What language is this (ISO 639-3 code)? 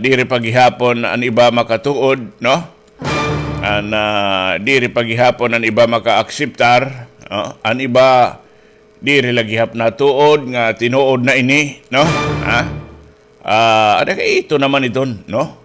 war